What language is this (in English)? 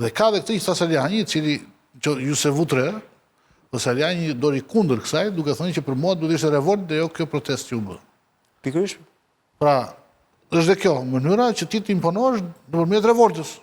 Albanian